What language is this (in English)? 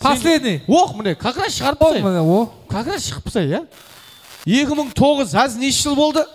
Kara-Kalpak